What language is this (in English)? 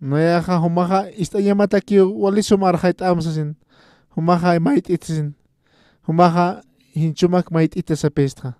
Aymara